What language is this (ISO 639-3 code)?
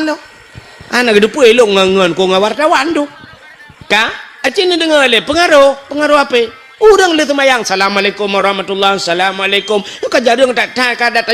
ace